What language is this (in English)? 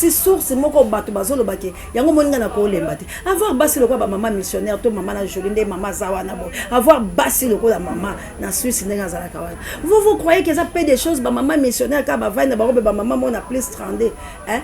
Lingala